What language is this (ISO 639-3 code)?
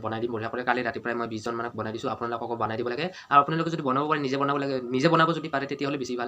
asm